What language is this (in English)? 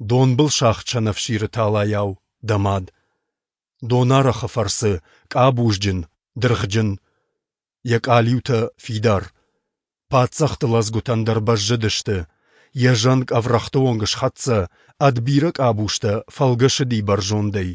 Ossetic